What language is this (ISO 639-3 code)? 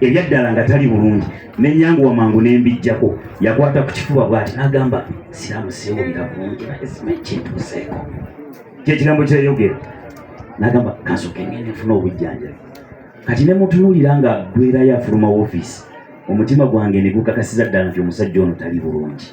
lug